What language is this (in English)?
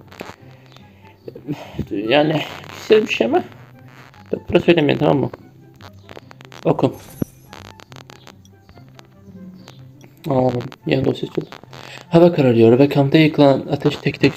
Turkish